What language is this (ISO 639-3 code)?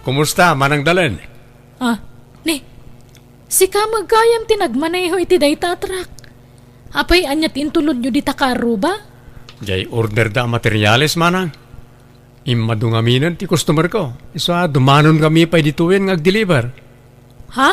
ilo